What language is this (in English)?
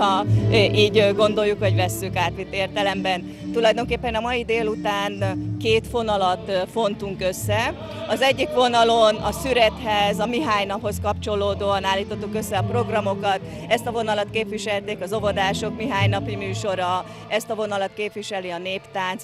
Hungarian